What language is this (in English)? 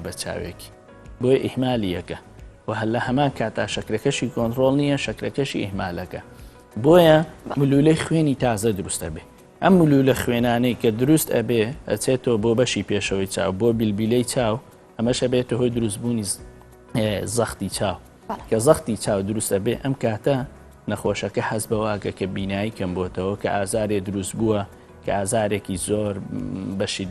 Central Kurdish